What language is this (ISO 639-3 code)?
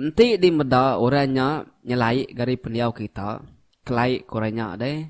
iba